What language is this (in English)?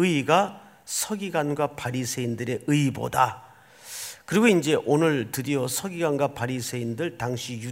Korean